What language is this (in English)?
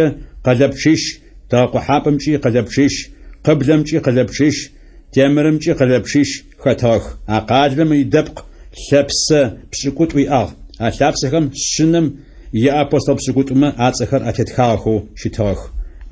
Adyghe